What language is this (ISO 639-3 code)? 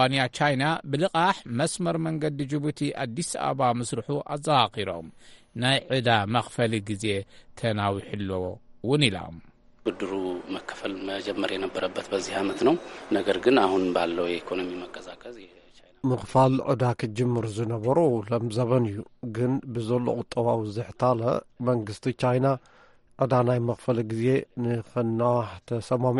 tir